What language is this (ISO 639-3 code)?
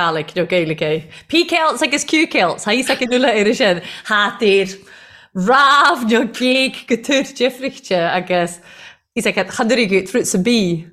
gle